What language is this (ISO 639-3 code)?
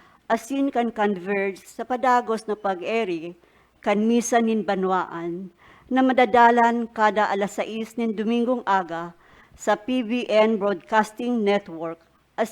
bik